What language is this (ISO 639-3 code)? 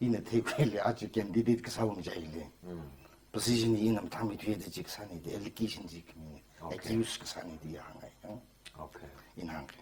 nmf